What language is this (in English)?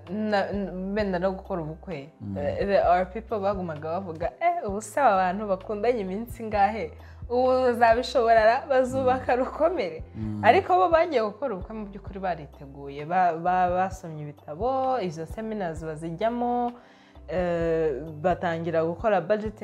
Kinyarwanda